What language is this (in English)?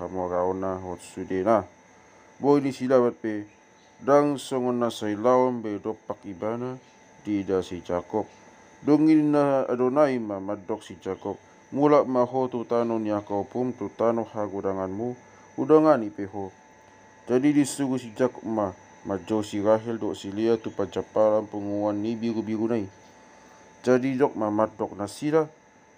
Batak Toba